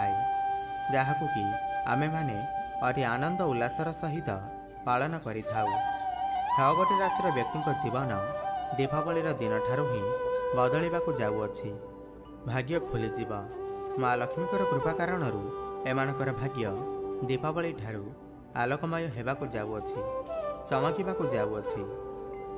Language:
Odia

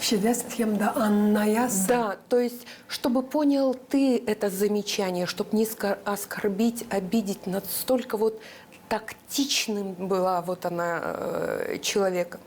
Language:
Gagauz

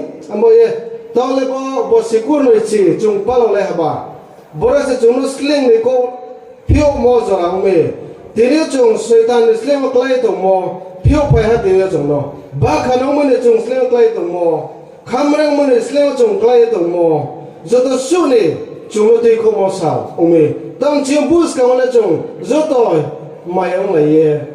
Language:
Riang (India)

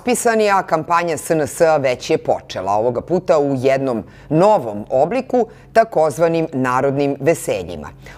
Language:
Serbian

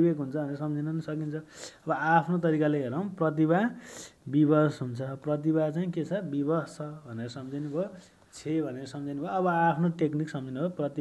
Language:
Nepali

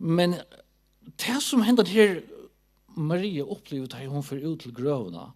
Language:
Faroese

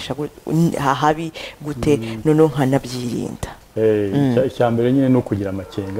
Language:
Kinyarwanda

